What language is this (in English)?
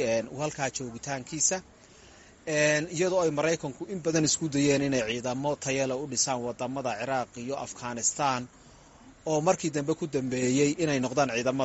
Somali